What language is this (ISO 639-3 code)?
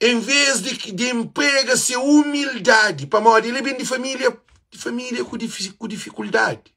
kea